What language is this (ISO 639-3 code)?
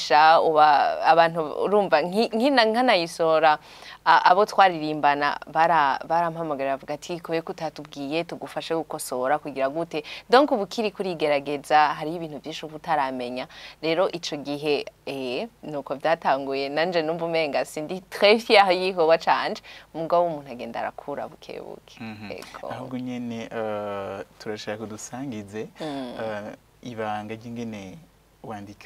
run